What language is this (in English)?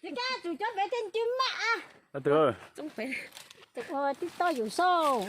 Hmong